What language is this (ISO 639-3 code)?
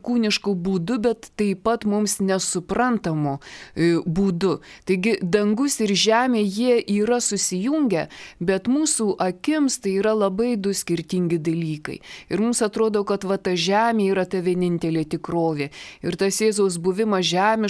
lit